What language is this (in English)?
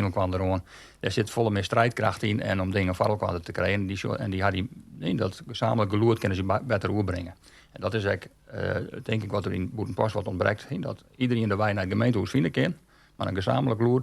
Western Frisian